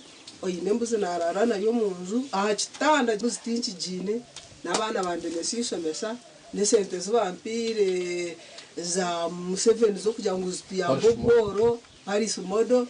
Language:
Nyankole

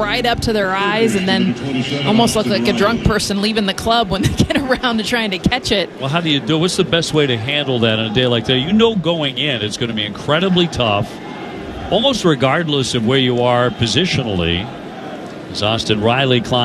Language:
English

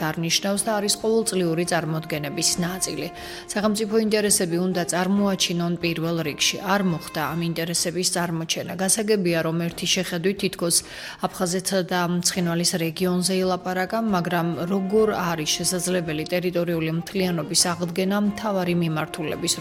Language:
Georgian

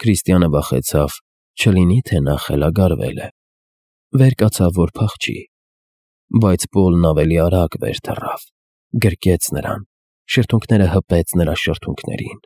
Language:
Armenian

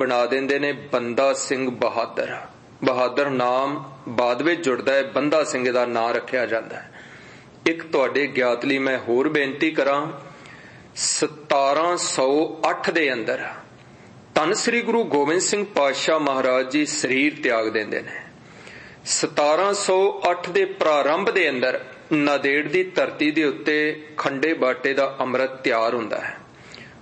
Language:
Punjabi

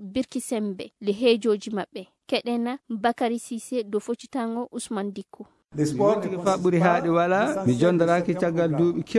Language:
Fula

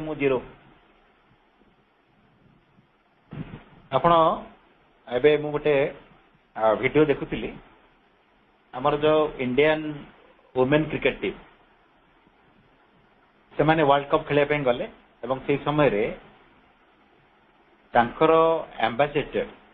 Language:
Odia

